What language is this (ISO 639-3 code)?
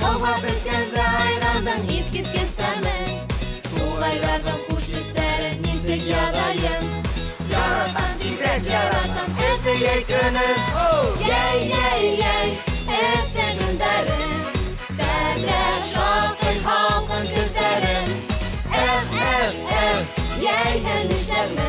bak